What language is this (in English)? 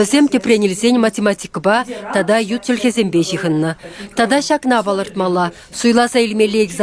Chuvash